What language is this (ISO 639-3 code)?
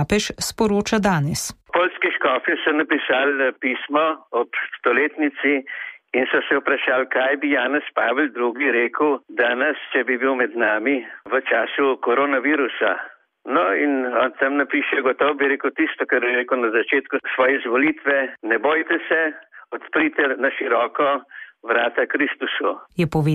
slv